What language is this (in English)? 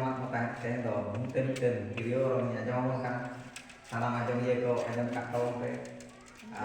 Santali